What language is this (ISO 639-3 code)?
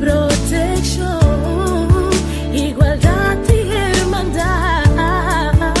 pap